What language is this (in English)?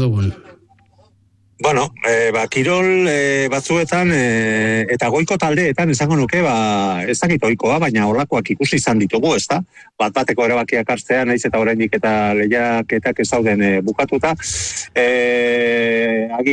Basque